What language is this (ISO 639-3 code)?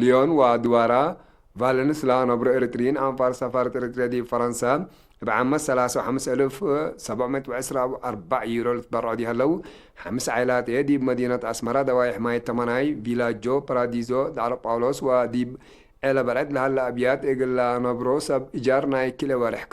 tig